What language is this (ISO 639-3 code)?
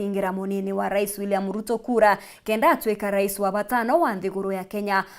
mer